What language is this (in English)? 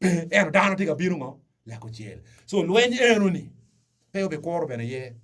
Acoli